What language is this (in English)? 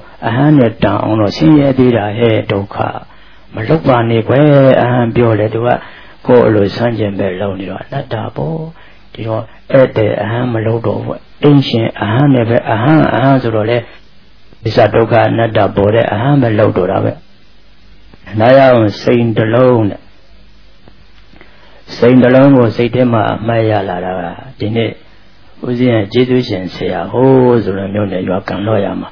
Burmese